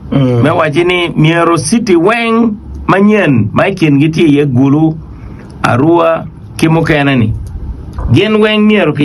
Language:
Acoli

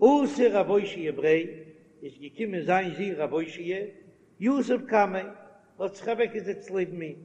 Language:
Yiddish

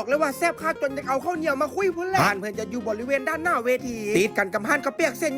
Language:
Lao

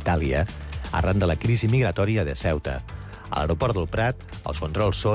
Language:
Catalan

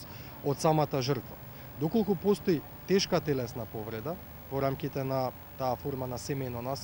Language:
Macedonian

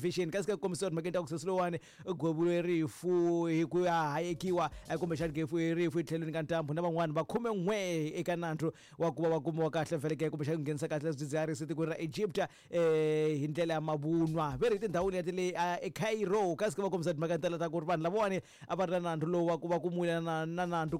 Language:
Tsonga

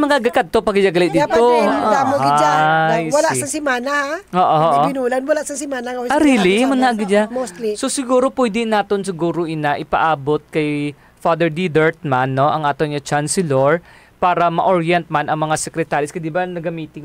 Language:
Hiligaynon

